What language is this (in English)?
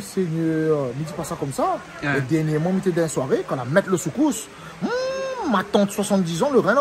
Réunion Creole French